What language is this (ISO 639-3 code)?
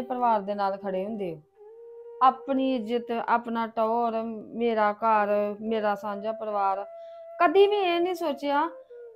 pan